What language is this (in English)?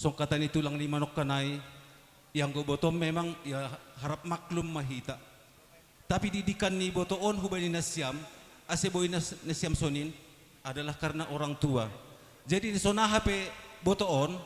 Batak Simalungun